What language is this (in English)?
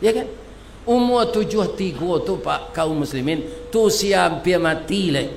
Minangkabau